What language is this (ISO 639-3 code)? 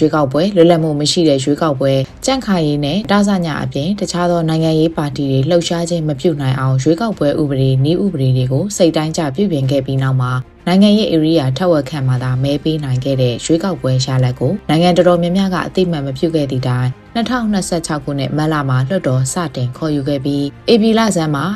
mya